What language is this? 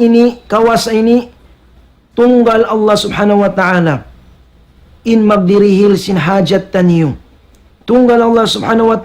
Tausug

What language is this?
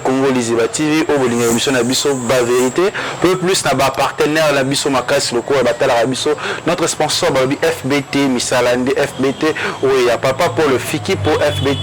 Lingala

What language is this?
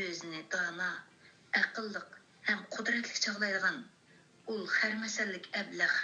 Uyghur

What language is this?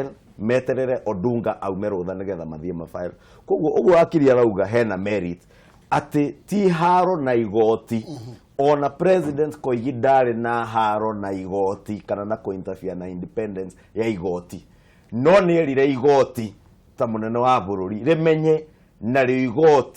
Kikuyu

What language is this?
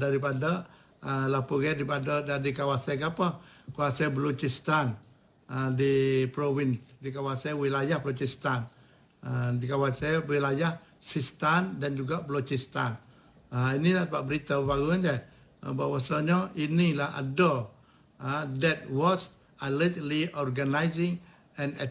Malay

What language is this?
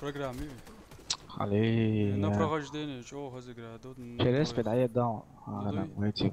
Chechen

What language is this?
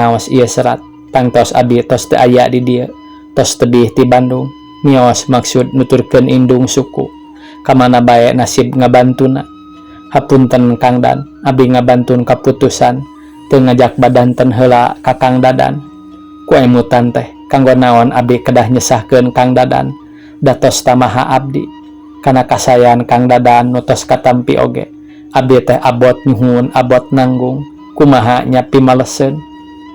Sundanese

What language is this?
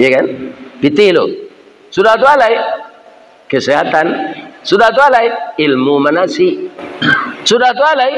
Minangkabau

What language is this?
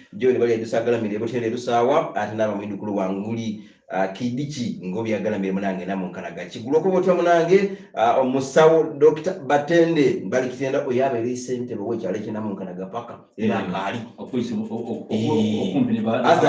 Soga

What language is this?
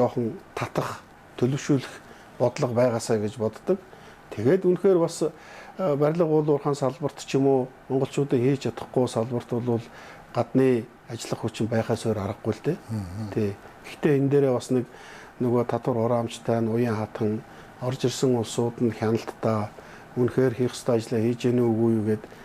Mongolian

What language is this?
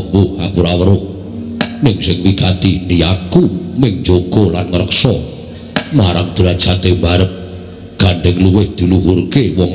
Javanese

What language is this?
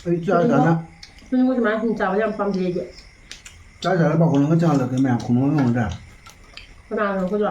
Manipuri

